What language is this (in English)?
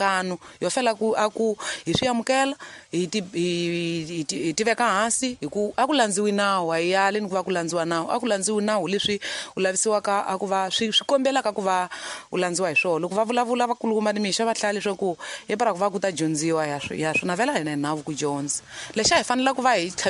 Tsonga